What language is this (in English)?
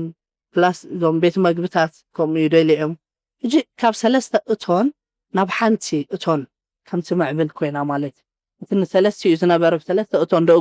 Tigrinya